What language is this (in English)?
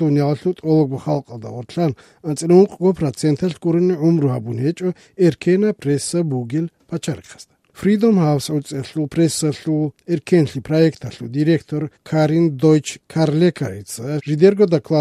Avaric